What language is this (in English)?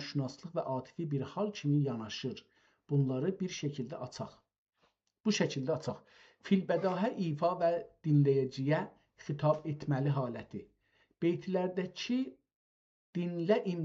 South Azerbaijani